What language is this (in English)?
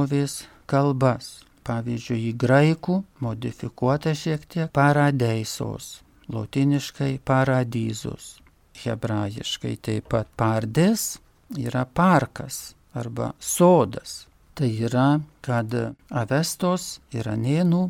Lithuanian